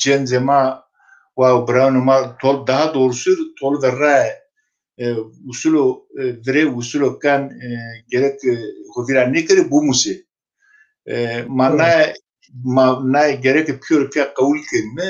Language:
Zaza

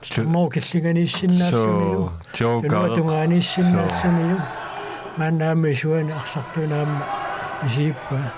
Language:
Kalaallisut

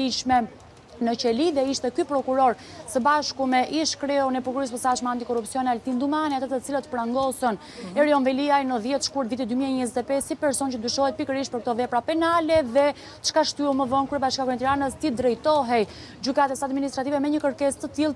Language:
Albanian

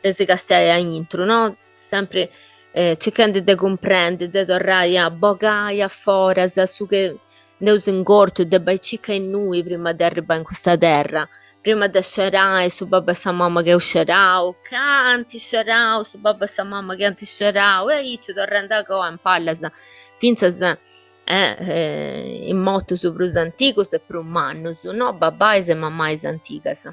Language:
Sardinian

